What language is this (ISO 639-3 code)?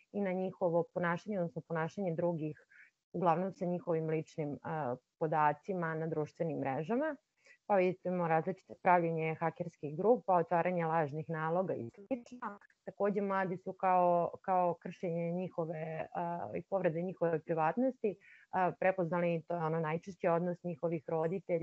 srp